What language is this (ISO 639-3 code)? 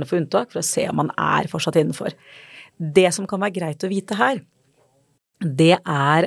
nor